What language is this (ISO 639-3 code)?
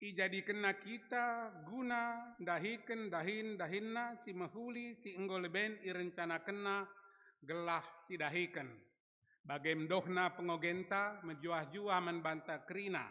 btx